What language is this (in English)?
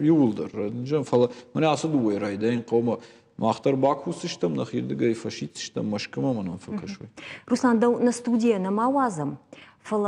Ossetic